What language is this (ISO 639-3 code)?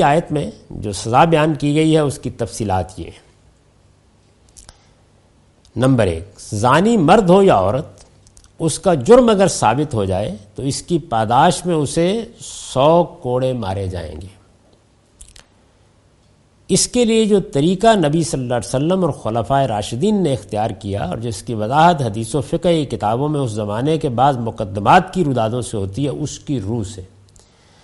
urd